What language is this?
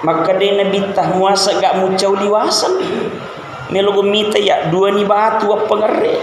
Buginese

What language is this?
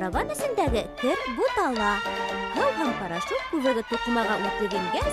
Bashkir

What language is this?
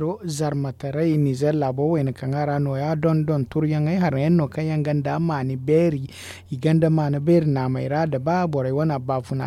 Zarma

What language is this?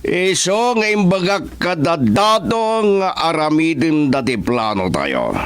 Iloko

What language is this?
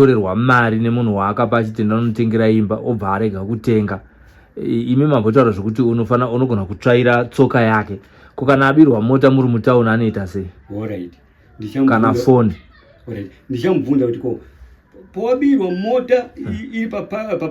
Shona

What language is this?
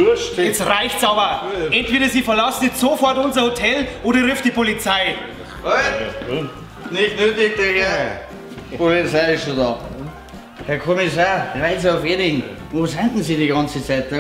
Bavarian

